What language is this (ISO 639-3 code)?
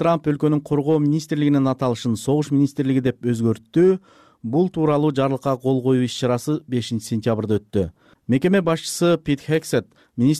kir